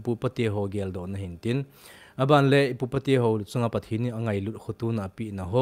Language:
Thado Chin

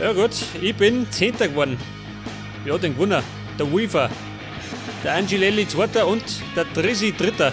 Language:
Bavarian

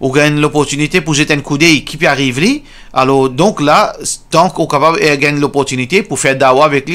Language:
Morisyen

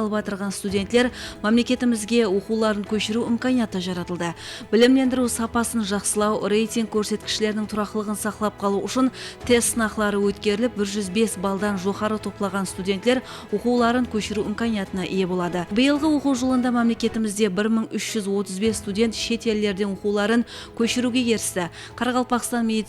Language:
Kara-Kalpak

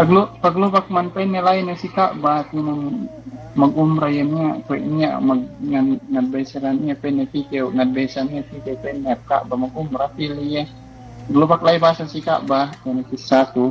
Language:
Yakan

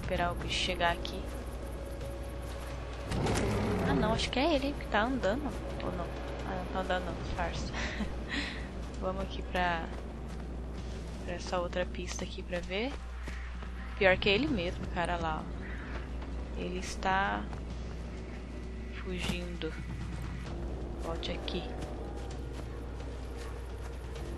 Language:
Portuguese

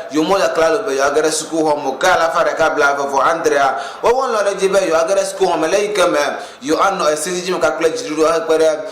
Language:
Ewe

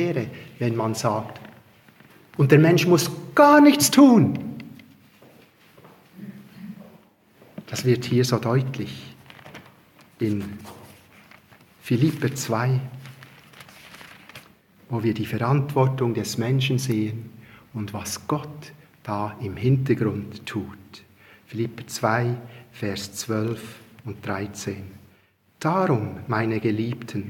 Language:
German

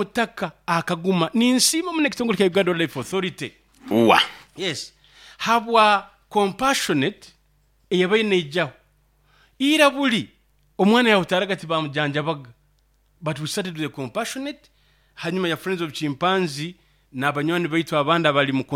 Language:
Nyoro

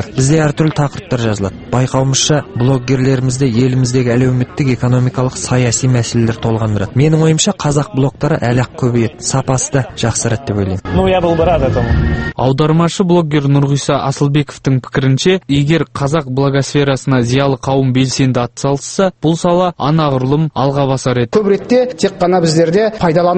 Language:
Kazakh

